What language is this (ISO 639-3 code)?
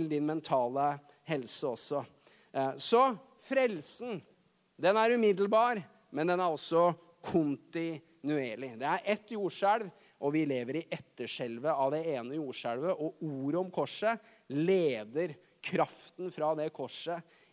nor